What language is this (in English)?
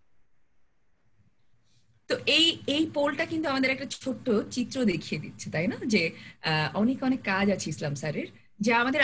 Bangla